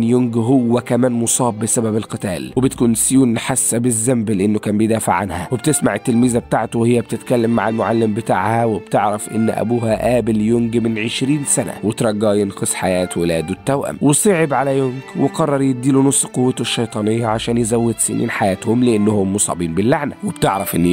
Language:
Egyptian Arabic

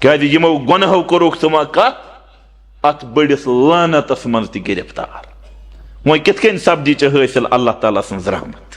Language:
Kashmiri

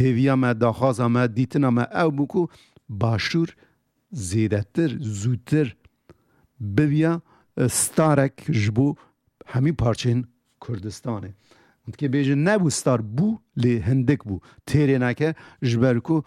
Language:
Kurdish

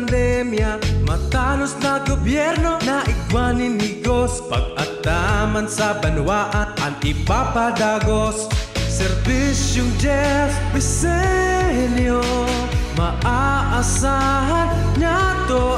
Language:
Bikol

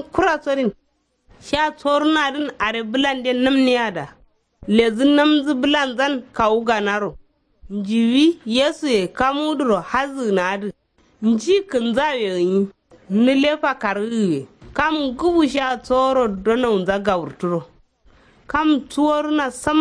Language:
Kanuri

